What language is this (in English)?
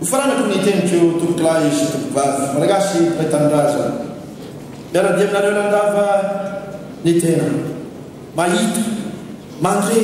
Malagasy